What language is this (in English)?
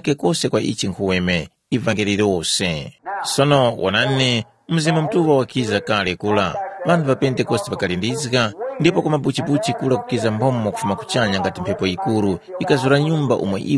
Tumbuka